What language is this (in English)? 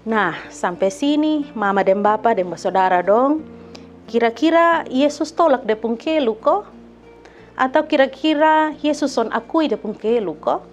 Kupang Malay